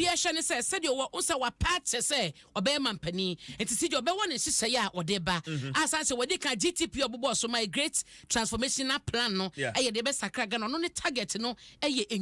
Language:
Akan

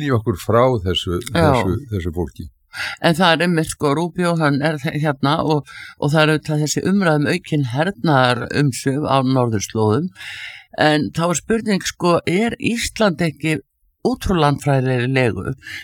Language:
Icelandic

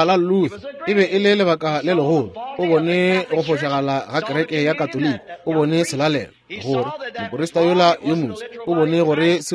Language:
Northern Sotho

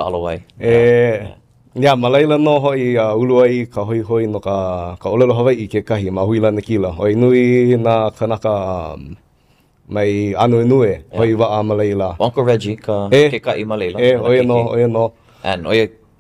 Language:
Hawaiian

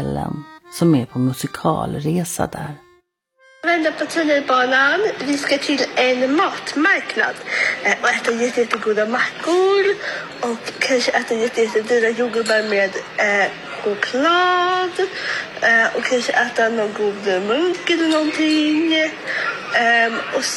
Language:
Swedish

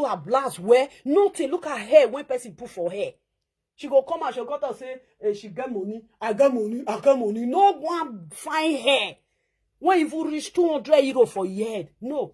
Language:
Nigerian Pidgin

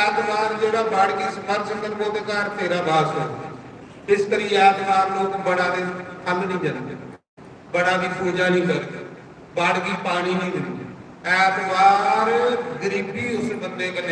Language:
Dogri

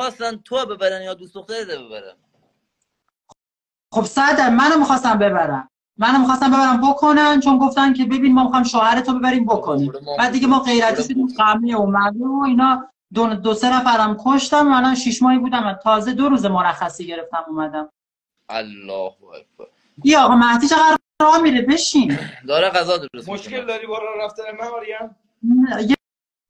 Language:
Persian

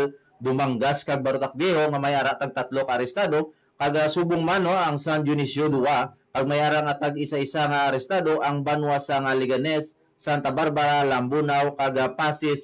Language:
Hiligaynon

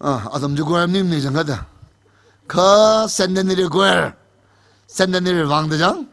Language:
Tangkhul Naga (India)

